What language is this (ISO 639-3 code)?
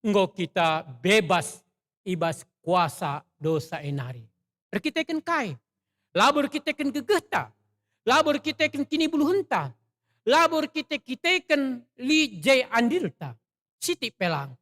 btx